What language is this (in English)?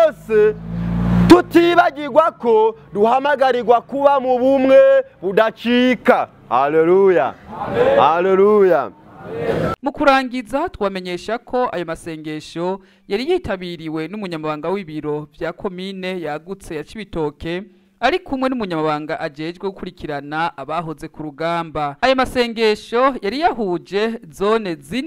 Rundi